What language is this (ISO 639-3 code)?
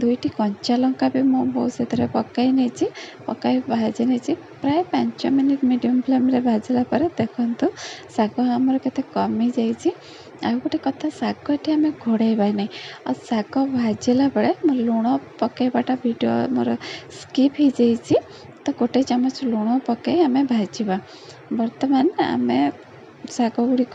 ori